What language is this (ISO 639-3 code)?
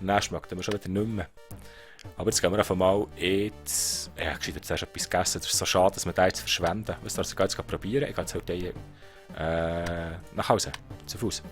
gsw